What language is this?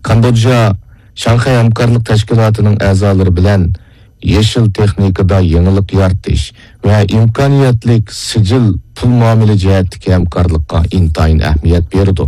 Uyghur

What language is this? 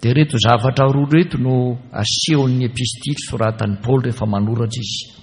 Malagasy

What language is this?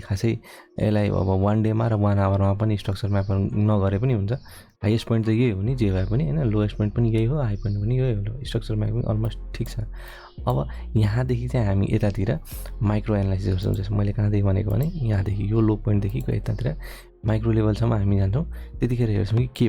Nepali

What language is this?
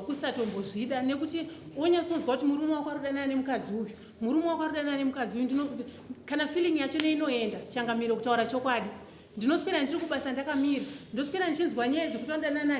Shona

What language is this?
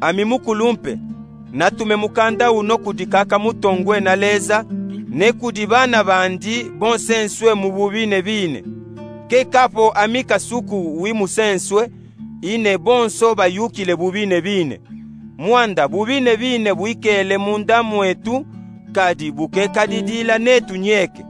Luba-Katanga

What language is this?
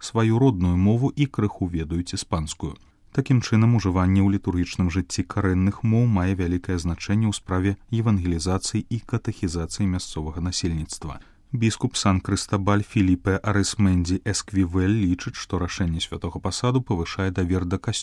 Belarusian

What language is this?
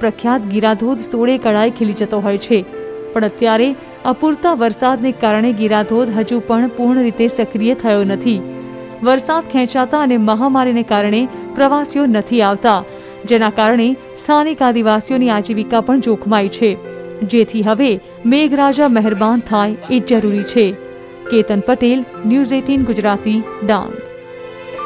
Gujarati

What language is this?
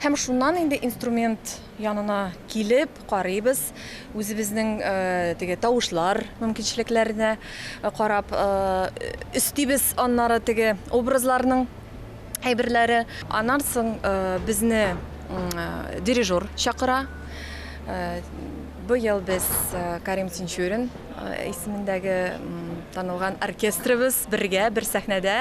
Tatar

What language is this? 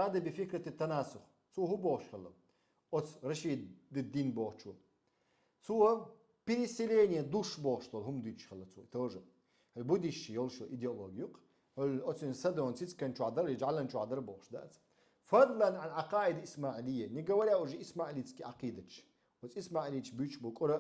Chechen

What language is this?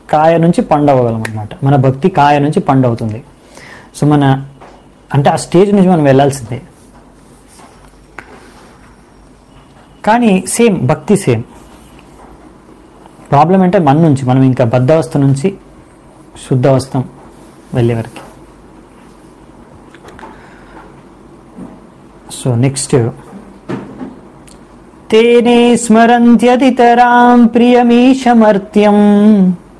Telugu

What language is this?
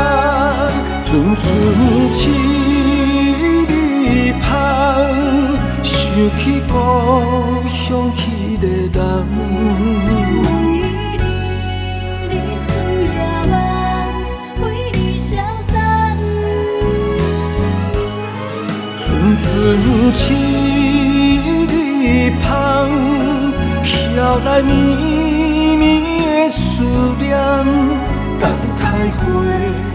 Min Nan Chinese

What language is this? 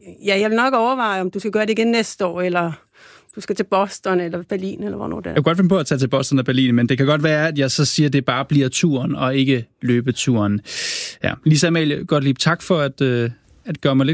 Danish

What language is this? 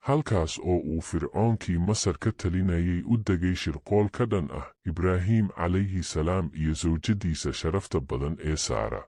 Somali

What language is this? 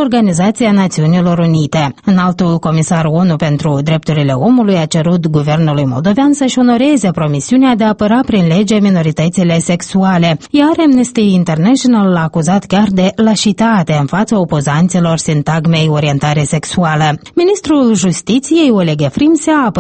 Romanian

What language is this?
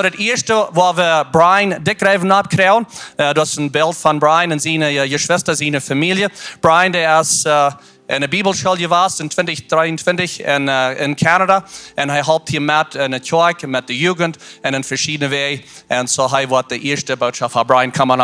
Plautdietsch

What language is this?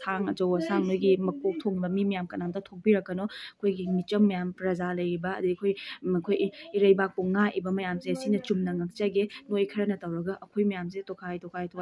Manipuri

